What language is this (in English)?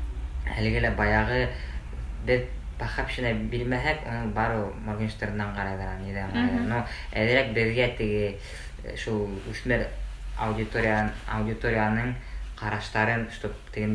Bashkir